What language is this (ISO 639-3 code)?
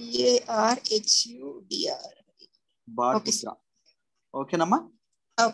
tel